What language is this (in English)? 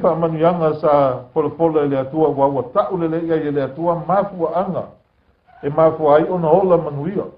Samoan